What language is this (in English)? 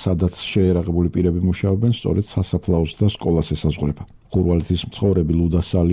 Georgian